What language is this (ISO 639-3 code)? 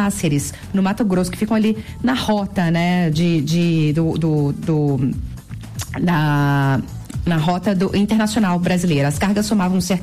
por